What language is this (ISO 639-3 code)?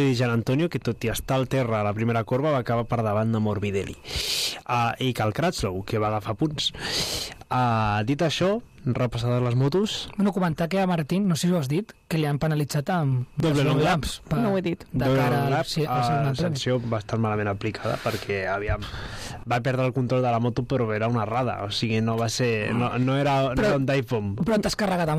cat